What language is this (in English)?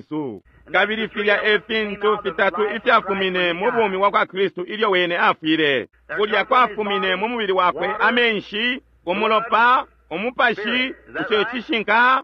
Bemba